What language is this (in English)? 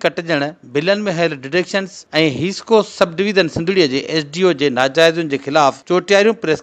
Sindhi